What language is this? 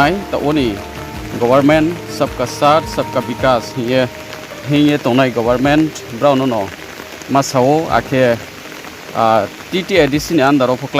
Riang (India)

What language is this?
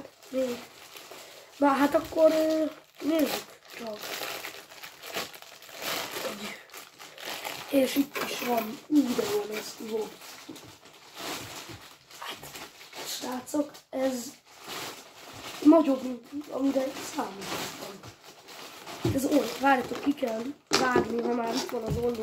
Hungarian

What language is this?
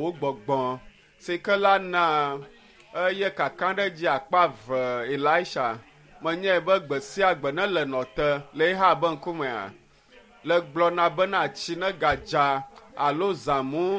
Ewe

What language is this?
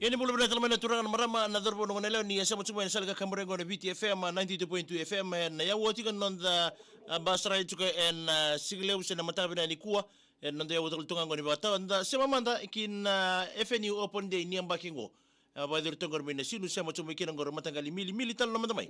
Fijian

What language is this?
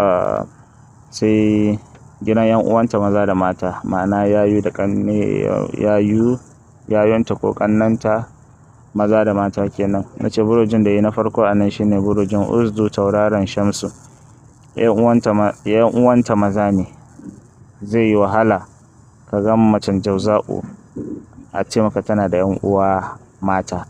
Hausa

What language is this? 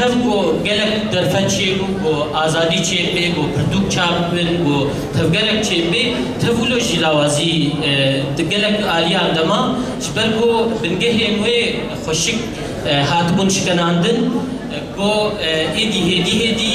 Kurdish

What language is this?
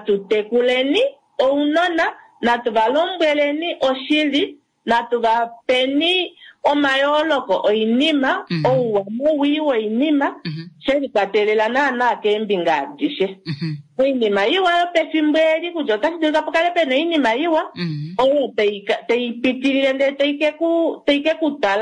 Kuanyama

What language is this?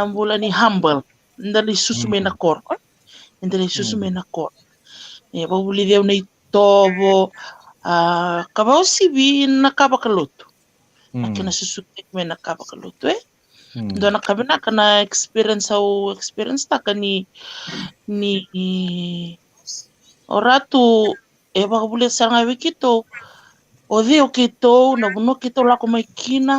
Fijian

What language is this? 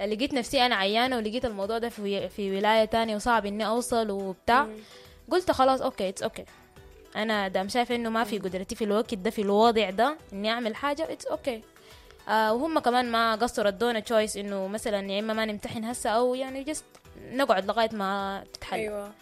Sudanese Arabic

